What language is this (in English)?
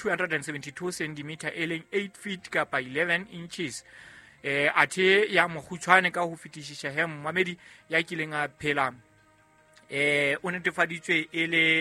Southern Sotho